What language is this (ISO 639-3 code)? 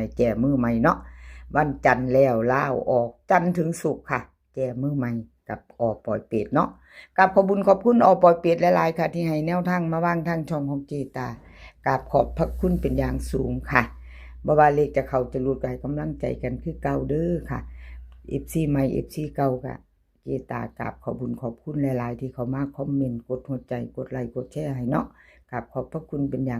tts